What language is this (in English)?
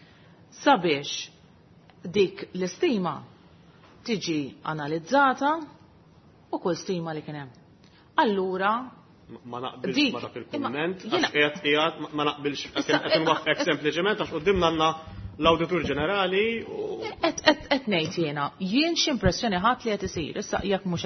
Maltese